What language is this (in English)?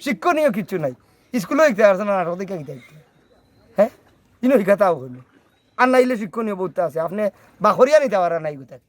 Sylheti